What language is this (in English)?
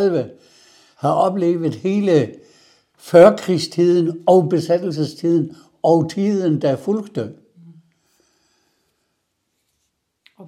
Danish